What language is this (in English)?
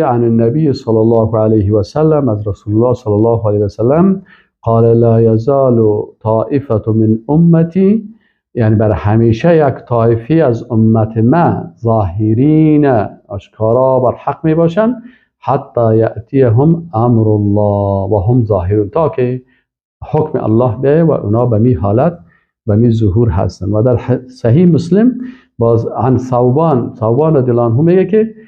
Persian